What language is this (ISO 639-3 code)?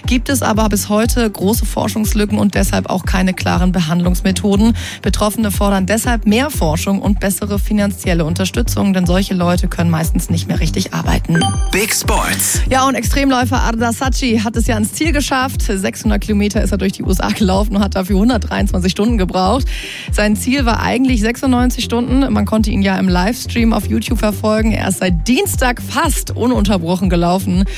deu